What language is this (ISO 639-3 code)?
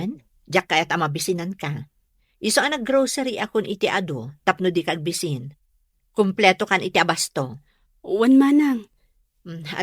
ilo